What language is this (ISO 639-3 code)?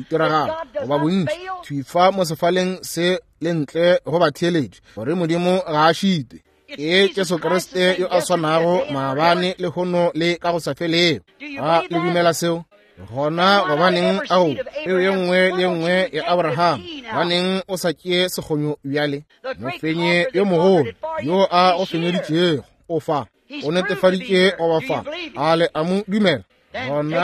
nso